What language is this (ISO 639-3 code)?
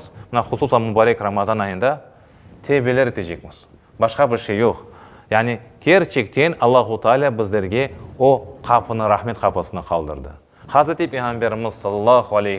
crh